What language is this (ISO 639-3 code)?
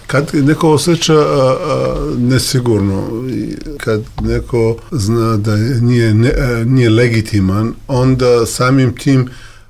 srp